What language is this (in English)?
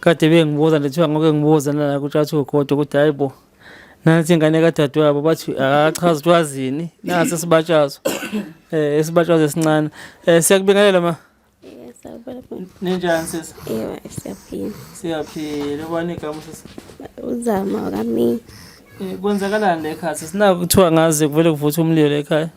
Zulu